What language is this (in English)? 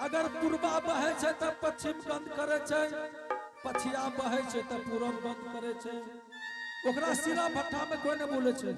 Angika